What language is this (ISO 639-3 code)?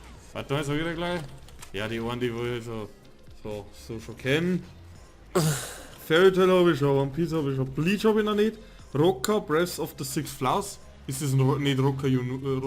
bar